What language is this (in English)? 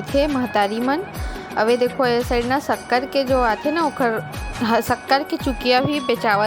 Chhattisgarhi